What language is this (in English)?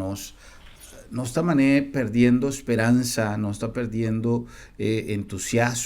Papiamento